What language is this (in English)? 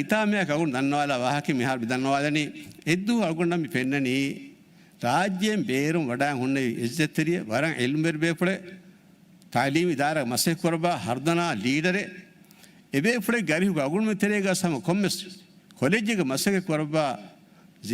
Divehi